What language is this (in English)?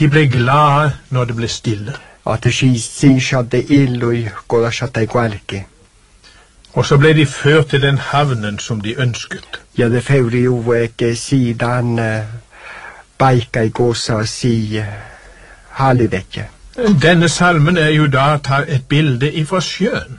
Norwegian